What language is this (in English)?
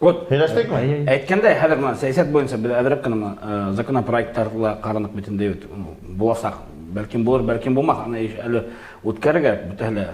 Bashkir